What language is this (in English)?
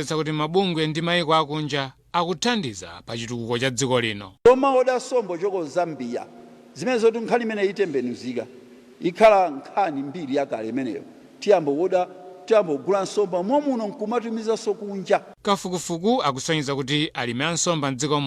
Nyanja